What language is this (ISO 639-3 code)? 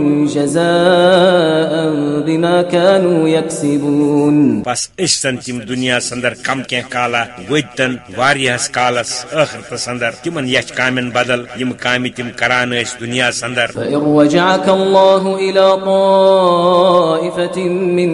kas